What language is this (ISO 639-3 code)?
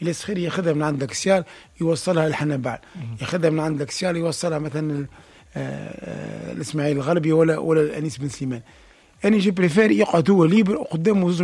aeb